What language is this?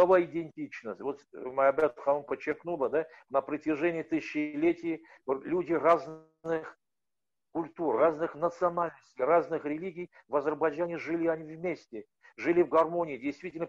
Russian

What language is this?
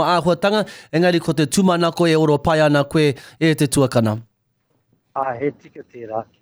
Māori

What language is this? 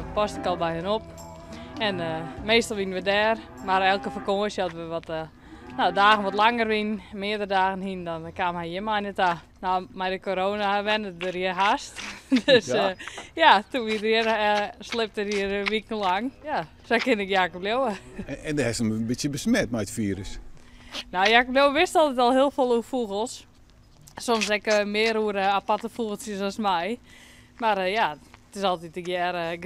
Western Frisian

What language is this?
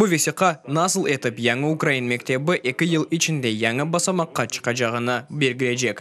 Crimean Tatar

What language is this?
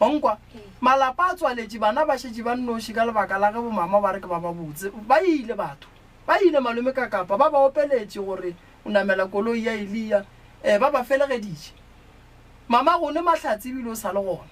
Northern Sotho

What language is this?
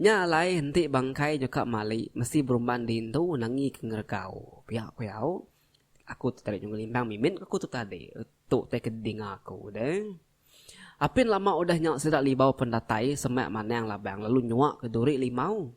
Iban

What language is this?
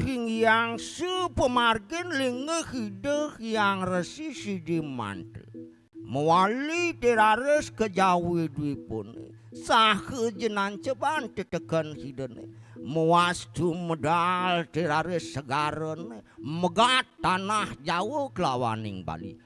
Balinese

